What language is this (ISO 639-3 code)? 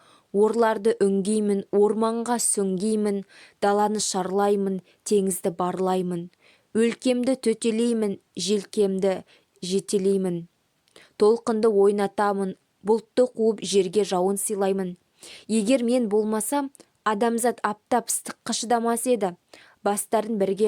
kaz